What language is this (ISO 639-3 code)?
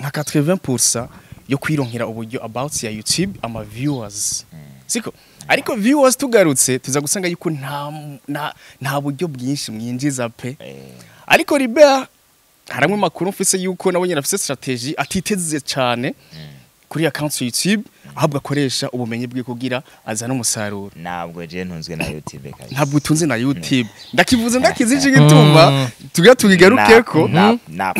run